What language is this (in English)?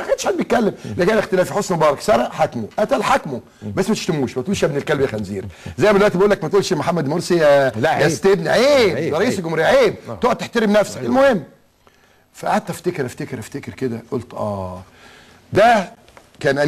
Egyptian Arabic